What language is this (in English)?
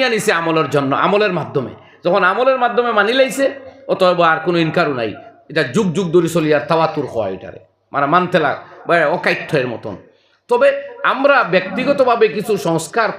Sylheti